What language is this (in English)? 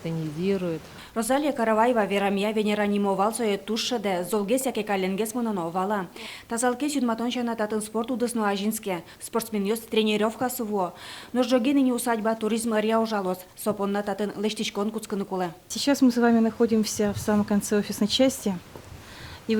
Udmurt